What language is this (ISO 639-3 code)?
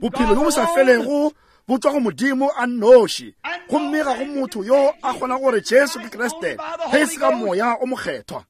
nso